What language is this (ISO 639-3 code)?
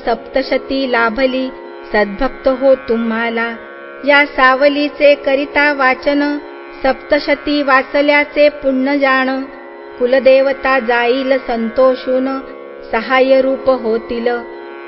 mar